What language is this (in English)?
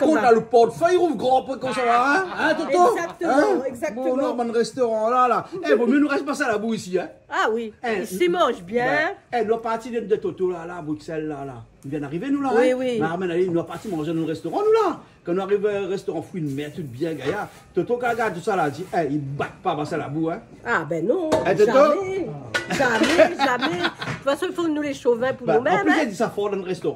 Réunion Creole French